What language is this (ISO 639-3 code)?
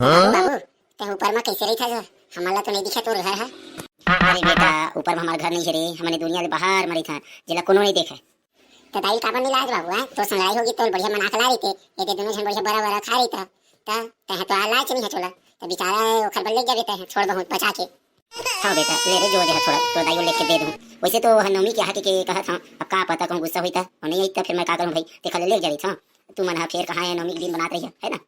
hne